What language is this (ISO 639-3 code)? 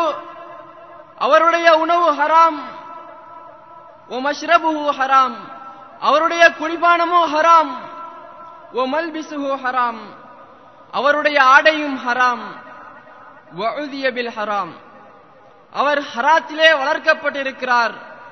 tam